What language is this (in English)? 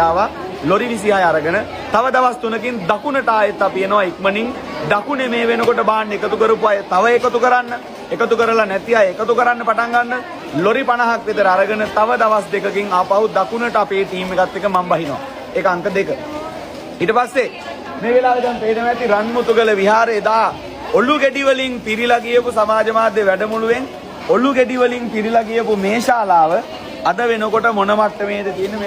Sinhala